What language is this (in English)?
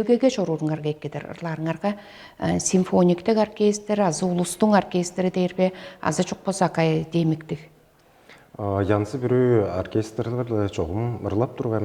Tuvinian